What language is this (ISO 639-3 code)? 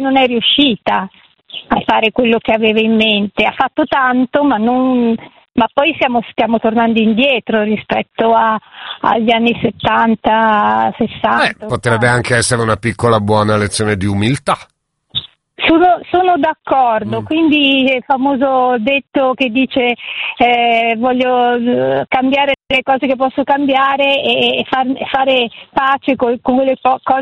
ita